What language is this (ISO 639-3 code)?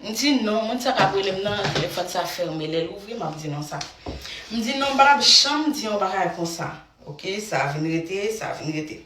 hat